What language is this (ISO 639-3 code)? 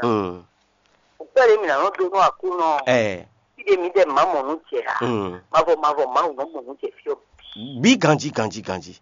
fon